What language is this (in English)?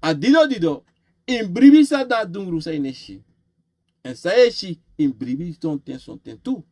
Sranan Tongo